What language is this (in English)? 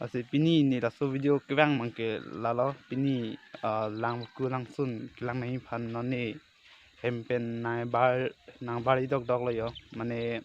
Karbi